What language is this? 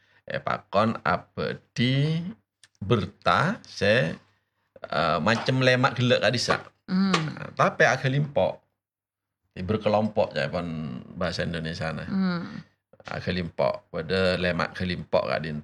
Madurese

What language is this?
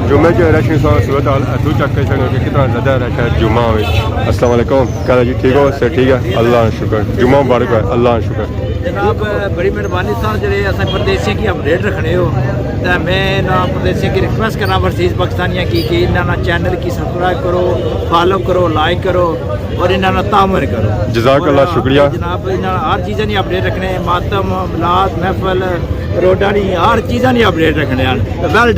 Pahari-Potwari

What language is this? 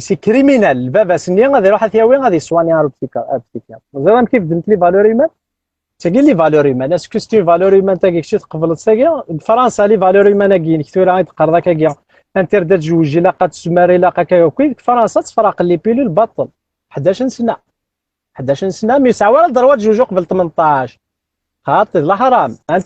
Kabyle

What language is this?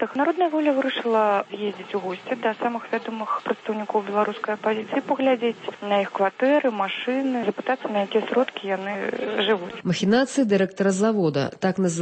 Belarusian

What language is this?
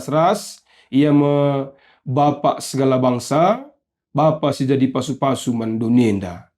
Batak Karo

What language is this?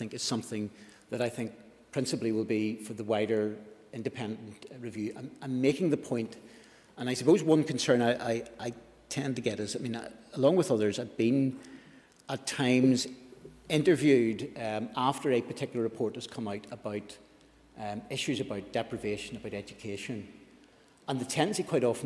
English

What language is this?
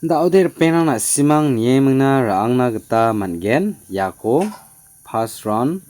Garo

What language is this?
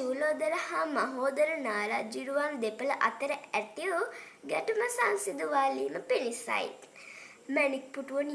Sinhala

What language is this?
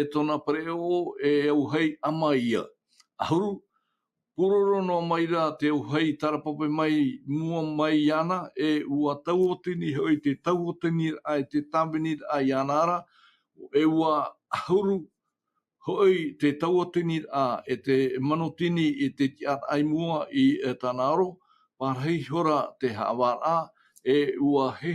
Tahitian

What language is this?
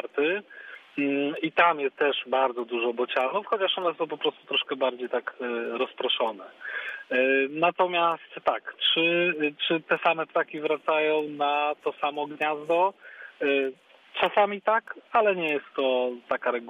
Polish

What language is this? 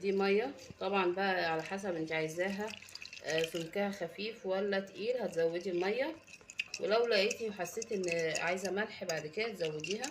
Egyptian Arabic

